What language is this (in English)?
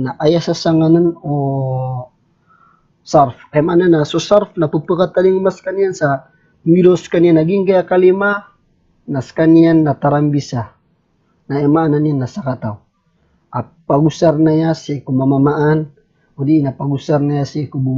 Maranao